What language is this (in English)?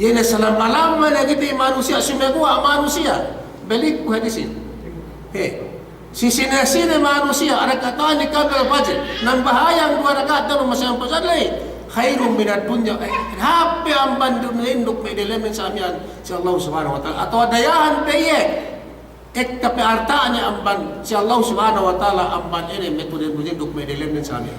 Yakan